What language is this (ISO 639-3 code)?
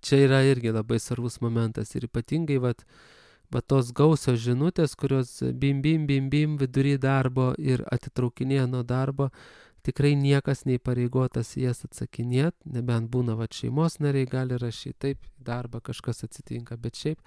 lit